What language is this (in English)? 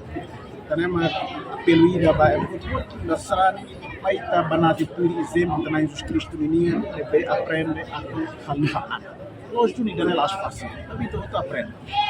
Tetum